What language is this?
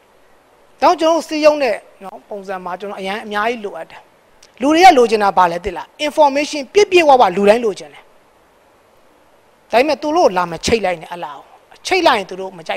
Burmese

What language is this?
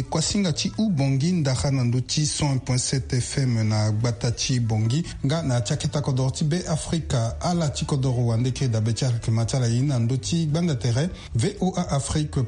Sango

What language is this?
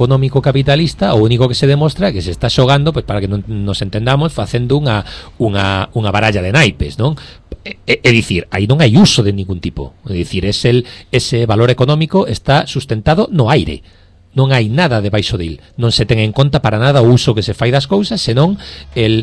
Galician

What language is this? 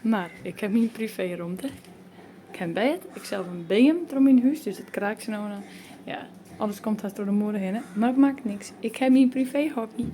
Western Frisian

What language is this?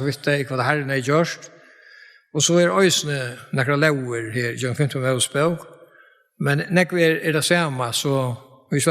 Faroese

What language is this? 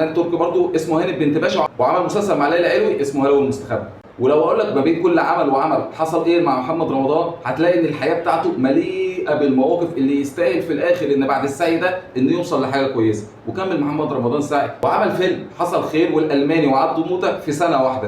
Egyptian Arabic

